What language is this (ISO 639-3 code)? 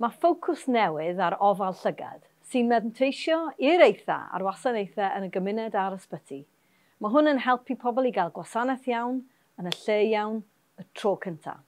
cym